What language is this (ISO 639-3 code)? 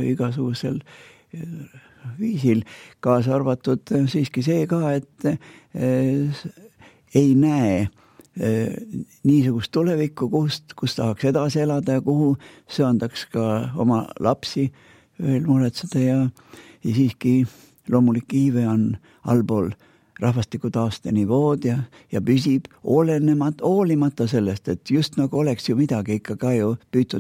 est